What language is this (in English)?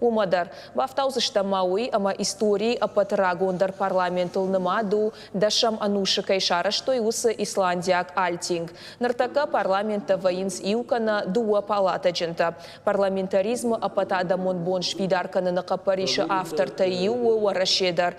Ossetic